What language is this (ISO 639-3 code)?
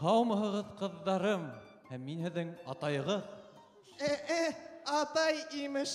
bak